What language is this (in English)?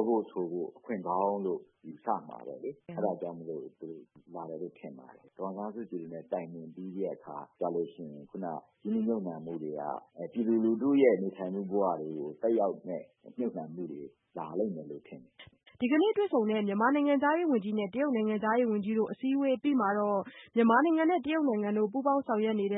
Burmese